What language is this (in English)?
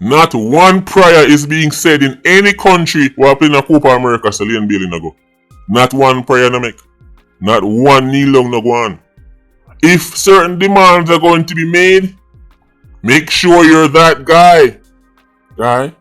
Jamaican Creole English